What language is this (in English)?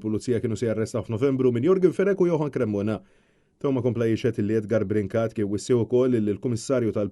Maltese